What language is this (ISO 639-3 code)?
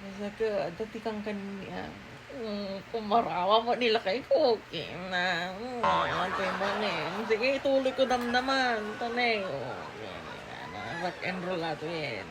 ilo